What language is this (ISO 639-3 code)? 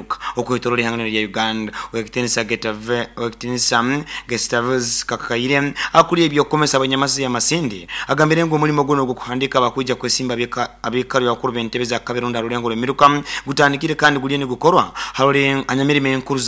nyo